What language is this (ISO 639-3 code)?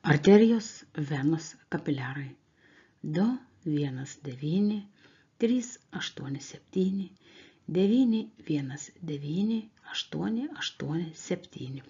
lit